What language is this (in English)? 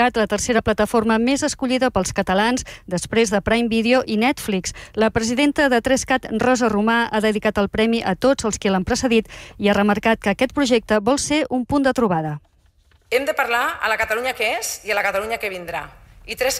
Catalan